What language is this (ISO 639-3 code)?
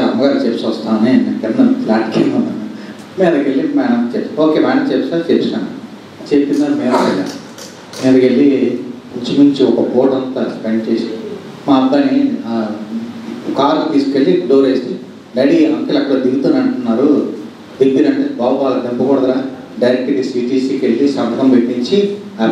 tel